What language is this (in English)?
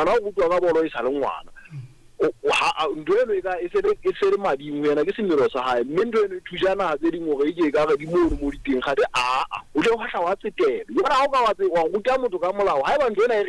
Southern Sotho